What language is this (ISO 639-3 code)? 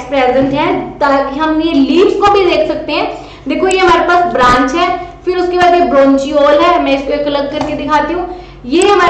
hin